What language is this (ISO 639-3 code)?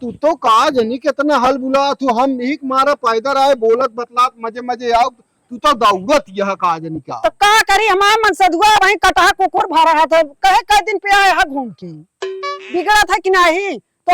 awa